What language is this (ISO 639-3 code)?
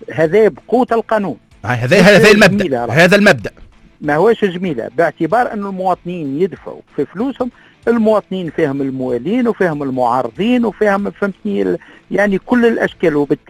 aeb